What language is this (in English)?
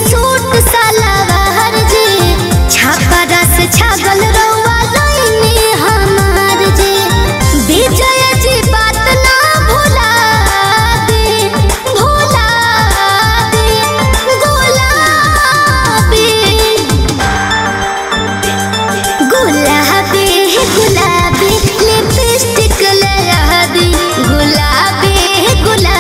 Bhojpuri